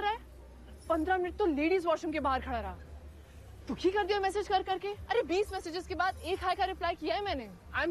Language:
Hindi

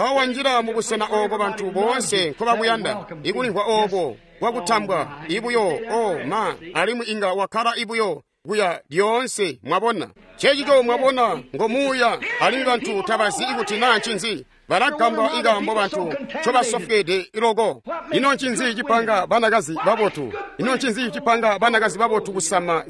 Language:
Tonga (Zambia)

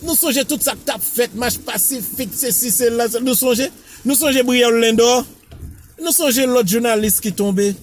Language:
Haitian Creole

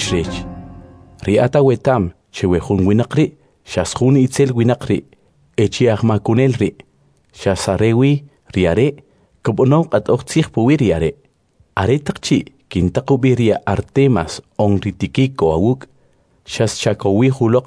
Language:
Kʼicheʼ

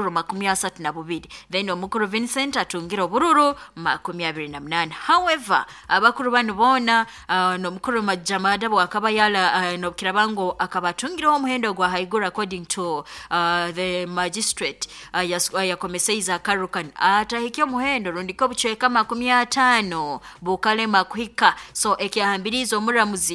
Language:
Nyoro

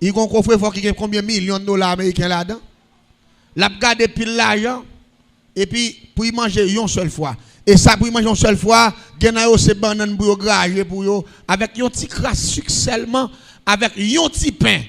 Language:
Haitian Creole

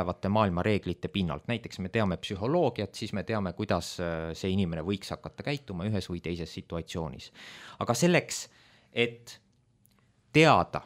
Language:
Estonian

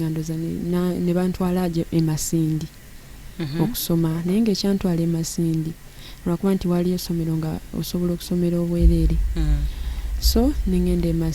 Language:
Ganda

